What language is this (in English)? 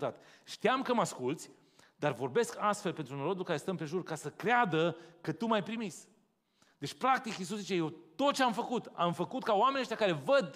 Romanian